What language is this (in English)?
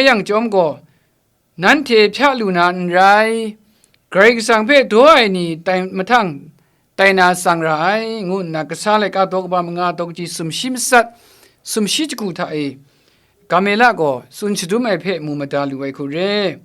Kachin